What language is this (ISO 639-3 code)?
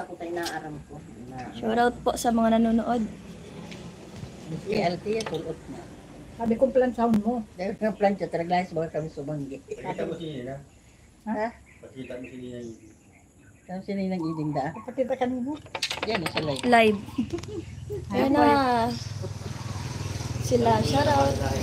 fil